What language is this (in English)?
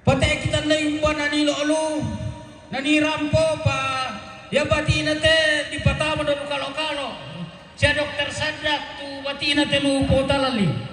Toraja-Sa'dan